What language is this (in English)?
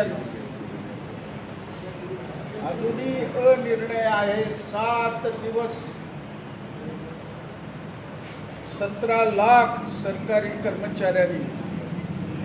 Marathi